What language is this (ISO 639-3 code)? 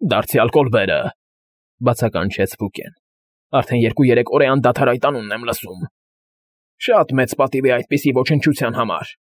hye